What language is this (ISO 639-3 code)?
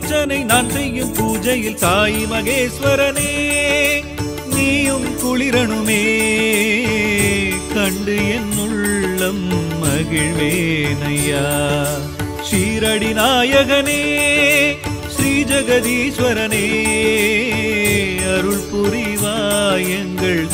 tam